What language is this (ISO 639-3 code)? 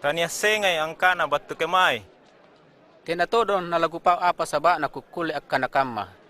mak